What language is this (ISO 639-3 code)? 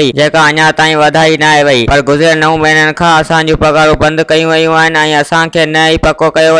snd